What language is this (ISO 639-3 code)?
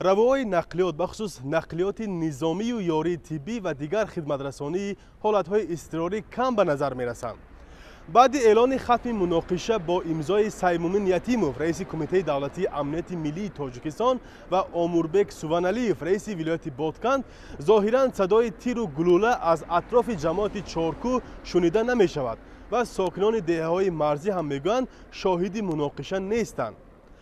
tgk